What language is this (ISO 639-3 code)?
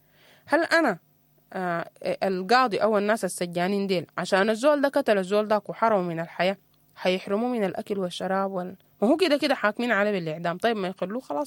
apd